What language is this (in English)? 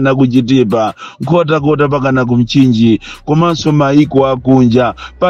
Nyanja